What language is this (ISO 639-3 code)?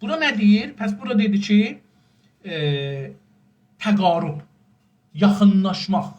azb